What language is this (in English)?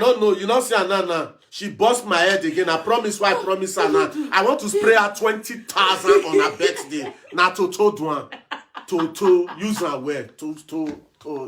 Nigerian Pidgin